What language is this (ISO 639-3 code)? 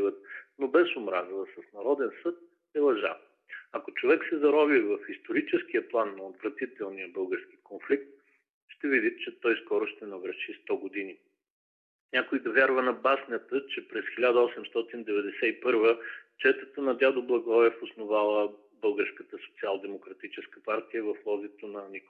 bul